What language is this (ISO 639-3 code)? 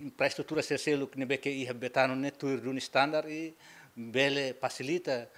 tet